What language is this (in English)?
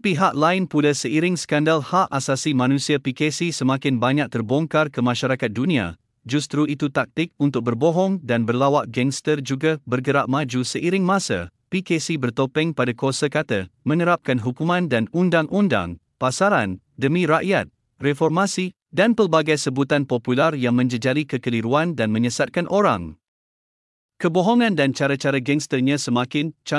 Malay